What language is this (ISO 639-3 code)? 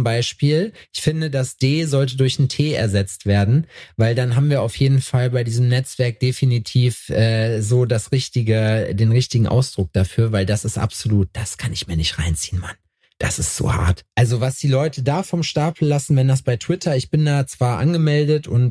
deu